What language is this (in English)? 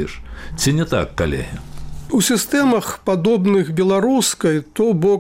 Belarusian